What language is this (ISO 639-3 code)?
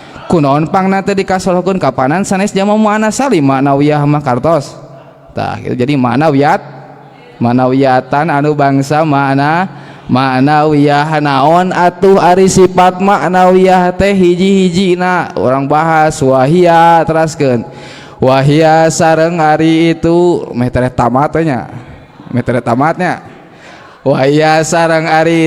sun